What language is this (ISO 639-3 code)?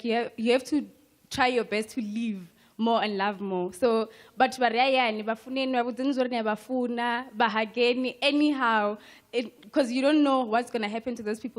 ven